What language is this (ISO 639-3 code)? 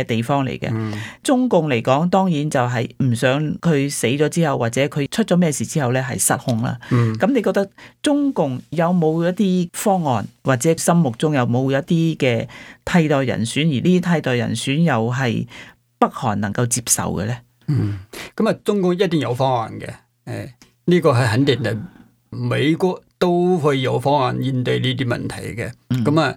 yue